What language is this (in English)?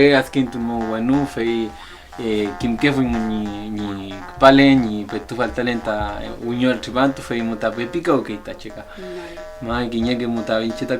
Mapuche